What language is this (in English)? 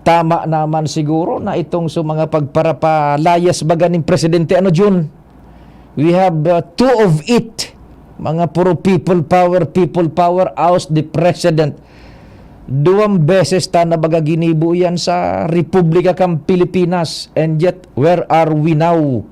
Bikol